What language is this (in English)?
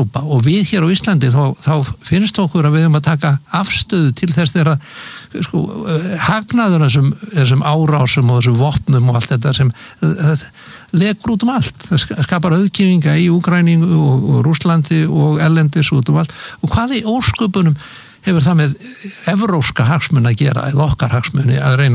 Icelandic